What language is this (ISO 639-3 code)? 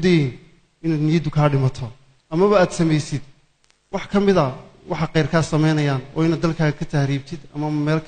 som